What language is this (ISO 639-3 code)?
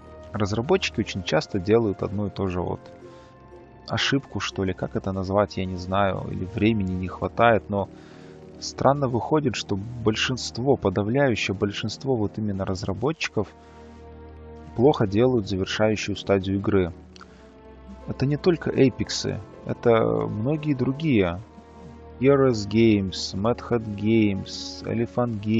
rus